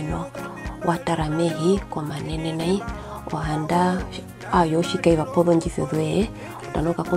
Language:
Herero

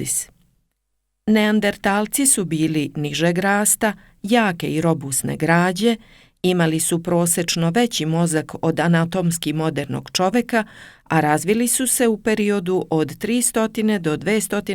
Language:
Serbian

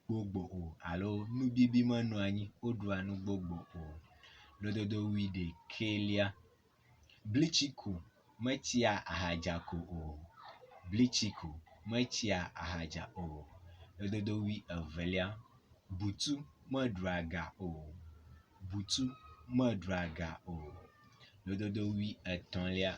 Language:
Ewe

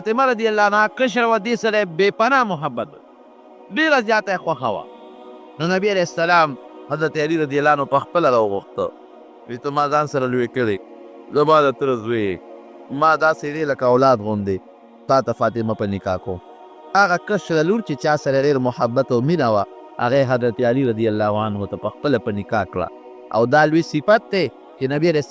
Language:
Pashto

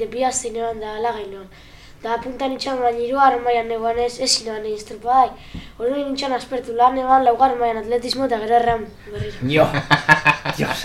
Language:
Basque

